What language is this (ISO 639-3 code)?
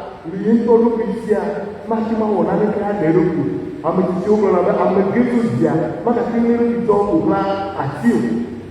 ewe